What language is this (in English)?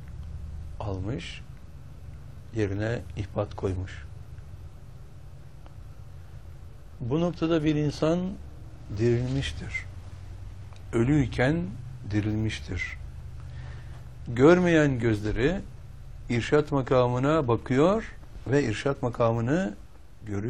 Turkish